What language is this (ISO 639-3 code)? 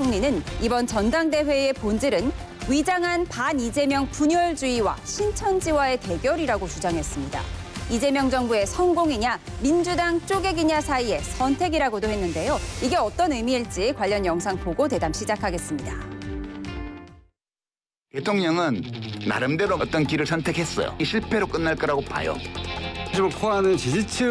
kor